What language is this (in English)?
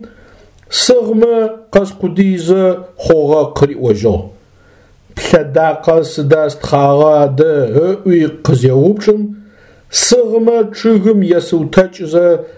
Adyghe